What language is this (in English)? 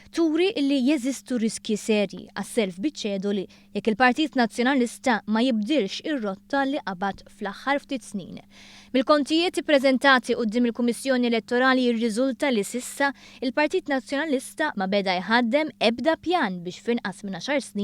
Maltese